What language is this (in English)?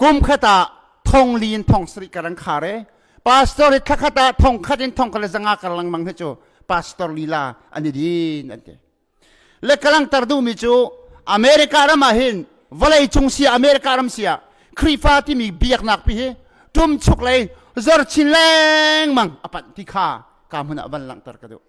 Hakha Chin